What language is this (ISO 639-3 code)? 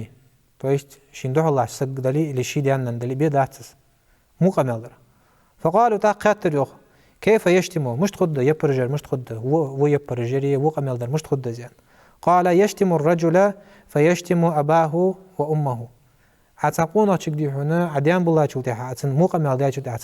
inh